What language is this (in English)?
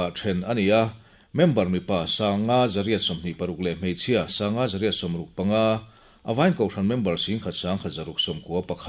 Mizo